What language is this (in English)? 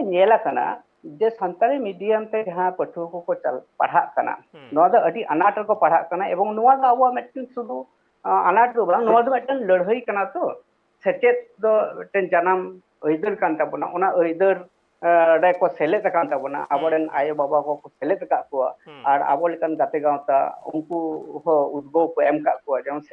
Santali